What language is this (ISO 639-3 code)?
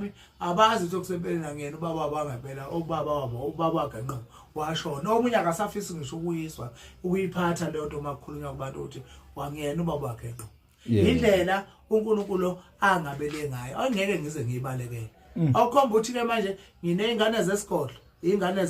zul